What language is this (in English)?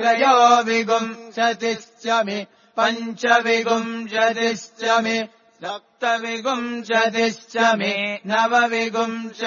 Sanskrit